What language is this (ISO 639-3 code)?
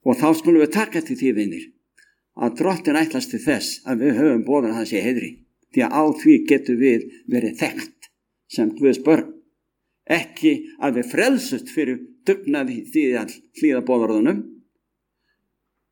isl